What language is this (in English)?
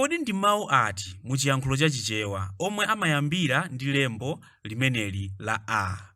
Nyanja